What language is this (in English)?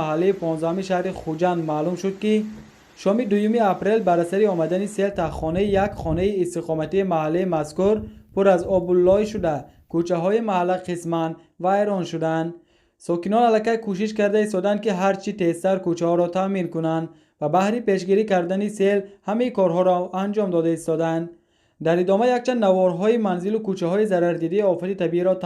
Tajik